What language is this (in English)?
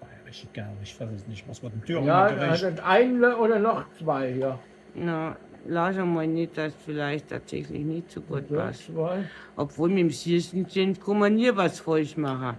Bavarian